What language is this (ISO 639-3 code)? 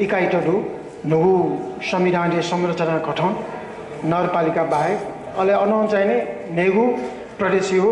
new